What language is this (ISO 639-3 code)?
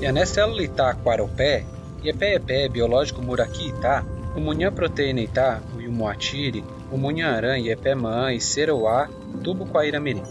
yrl